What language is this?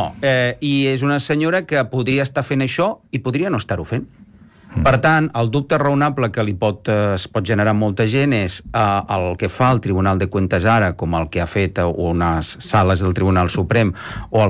Catalan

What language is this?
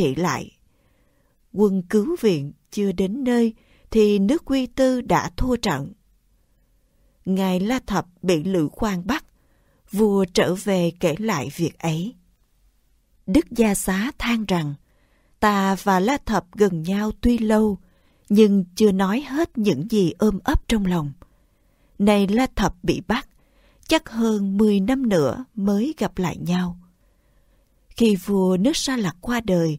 Vietnamese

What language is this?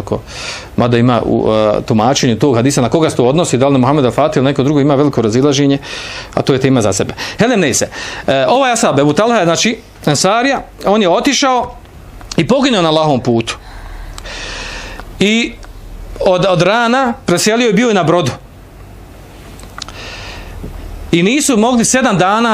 Bosnian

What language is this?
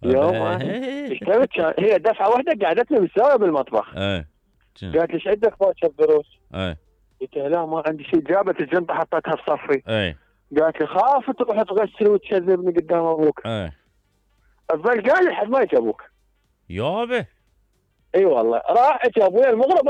Mesopotamian Arabic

